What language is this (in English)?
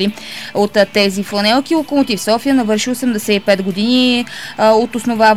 Bulgarian